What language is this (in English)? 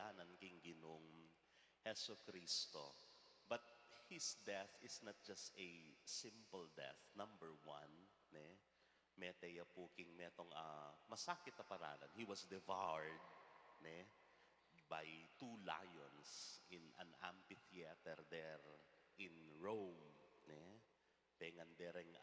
Pampanga